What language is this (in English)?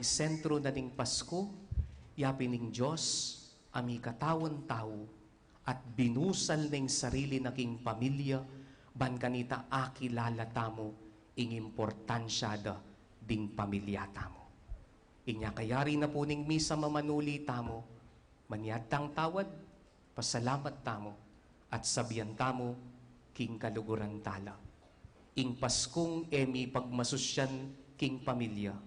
Pampanga